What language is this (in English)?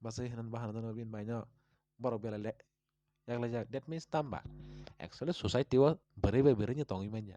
Kok Borok